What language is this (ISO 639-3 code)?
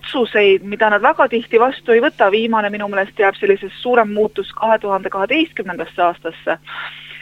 est